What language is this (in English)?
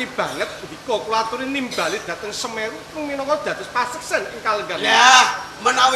Javanese